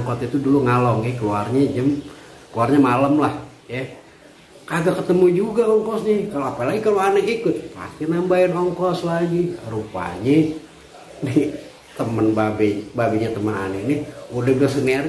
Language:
Betawi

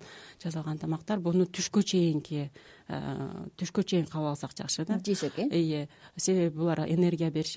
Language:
Kyrgyz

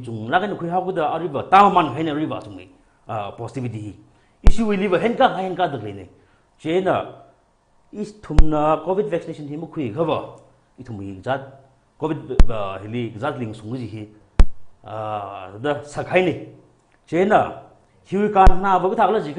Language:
Tangkhul Naga (India)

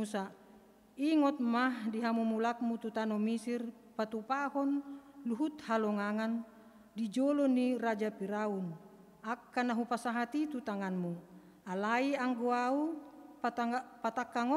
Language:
Batak Toba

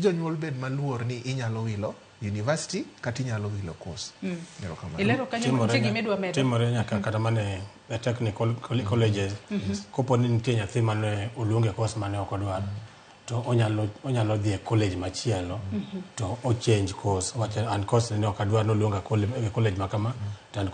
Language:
Luo (Kenya and Tanzania)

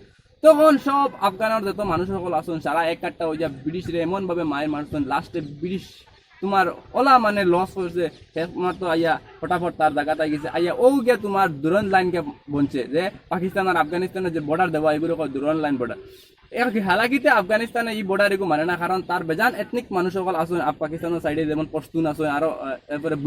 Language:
Sylheti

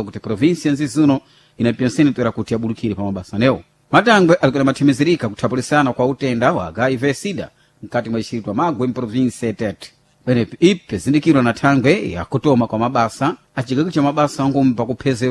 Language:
Sena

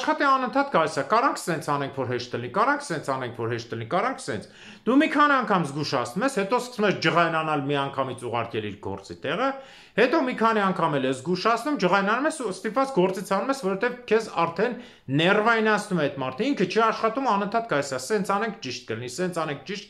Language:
Armenian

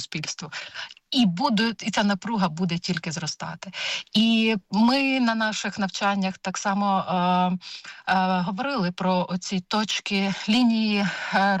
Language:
Ukrainian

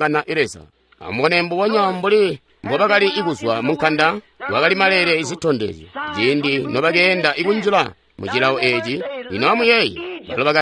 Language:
Tonga (Zambia)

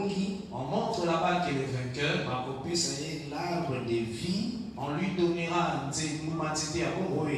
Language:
French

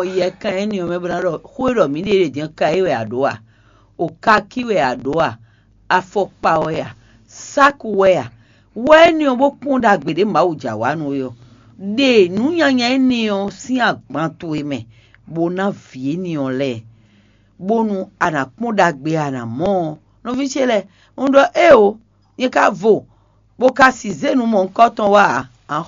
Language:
Fon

